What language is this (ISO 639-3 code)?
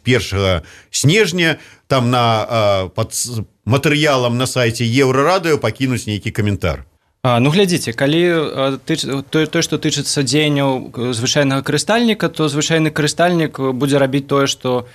bel